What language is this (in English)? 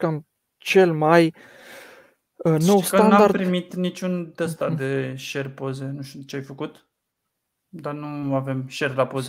Romanian